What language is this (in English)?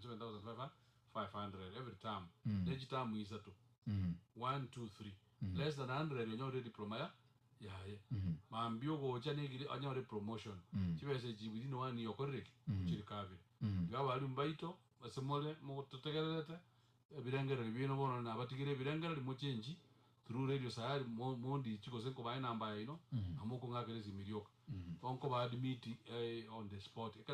Gusii